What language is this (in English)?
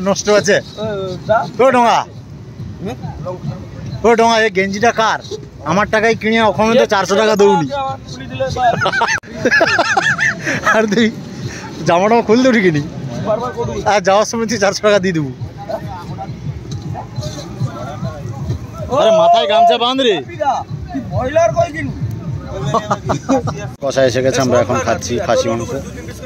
Bangla